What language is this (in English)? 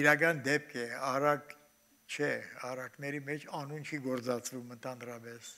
Armenian